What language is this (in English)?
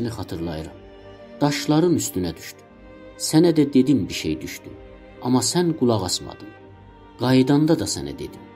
South Azerbaijani